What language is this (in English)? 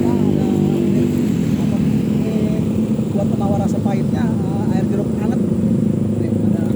Betawi